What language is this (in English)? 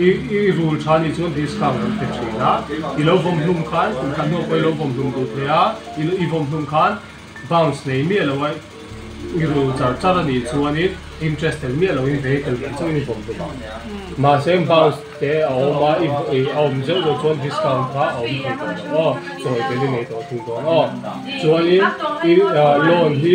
Mizo